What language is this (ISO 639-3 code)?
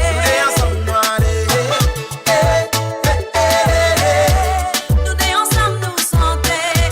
mfe